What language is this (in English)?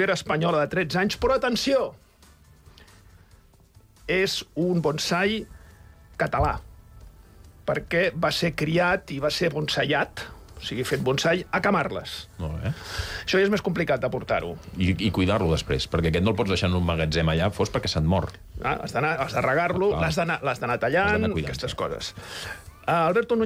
Catalan